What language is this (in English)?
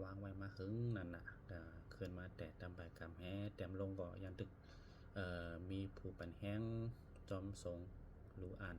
Shan